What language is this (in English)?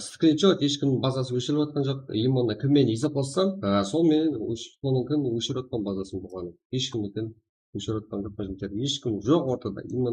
Kara-Kalpak